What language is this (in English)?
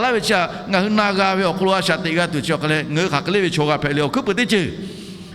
Lahu